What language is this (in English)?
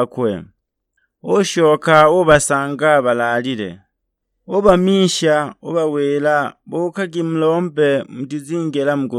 Sukuma